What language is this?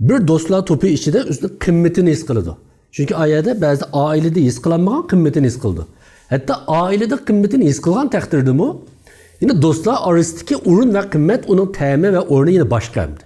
Uyghur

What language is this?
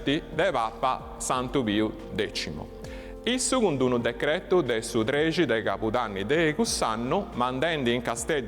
Sardinian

